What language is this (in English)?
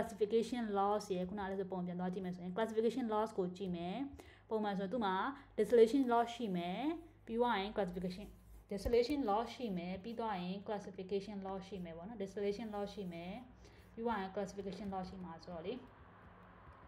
Burmese